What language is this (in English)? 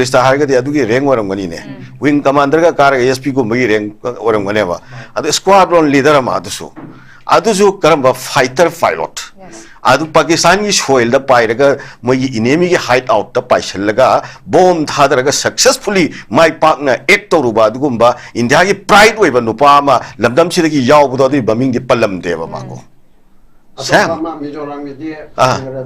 Manipuri